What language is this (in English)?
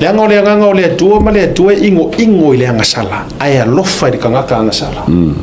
Samoan